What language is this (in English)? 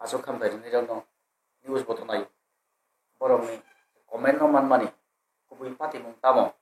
Kok Borok